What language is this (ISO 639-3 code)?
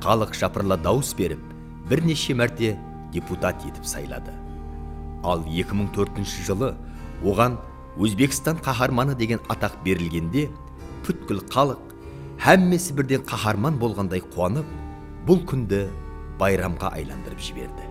kaa